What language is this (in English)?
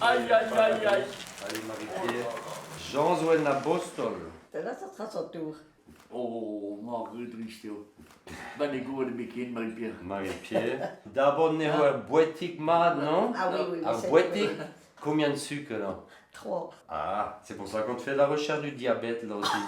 Breton